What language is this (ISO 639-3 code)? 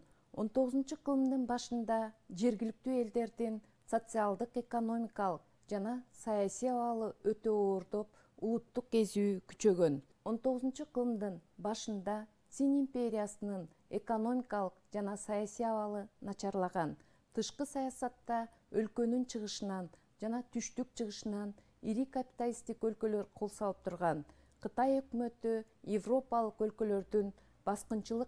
kir